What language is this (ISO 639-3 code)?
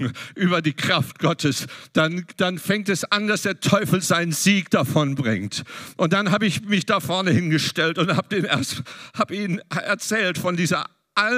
deu